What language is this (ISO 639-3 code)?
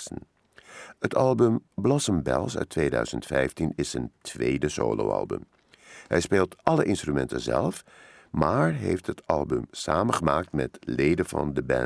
nld